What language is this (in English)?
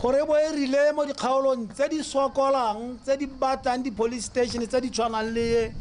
Tswana